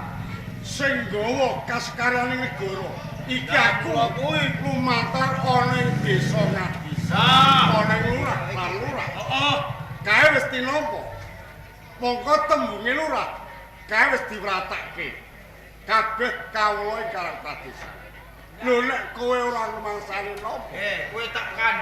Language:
Javanese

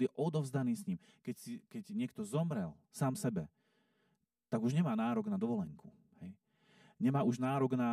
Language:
Slovak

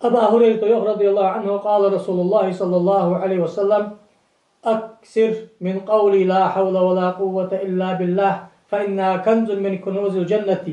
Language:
Ingush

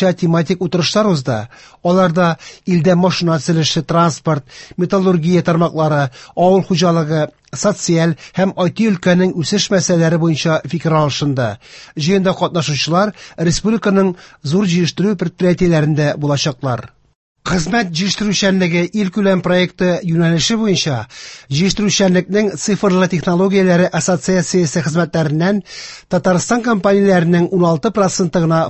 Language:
Tatar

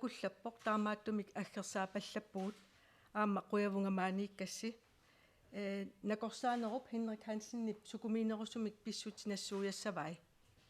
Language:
Kalaallisut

